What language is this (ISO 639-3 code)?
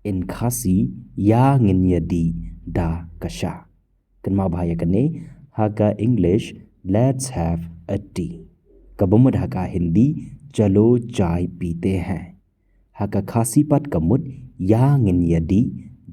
kha